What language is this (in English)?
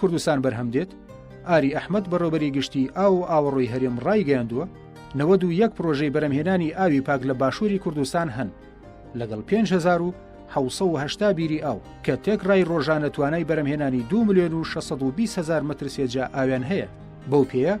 Central Kurdish